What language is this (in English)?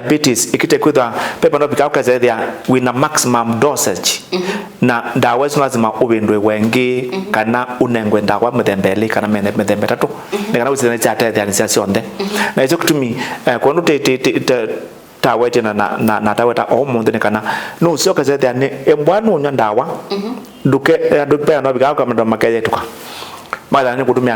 Kamba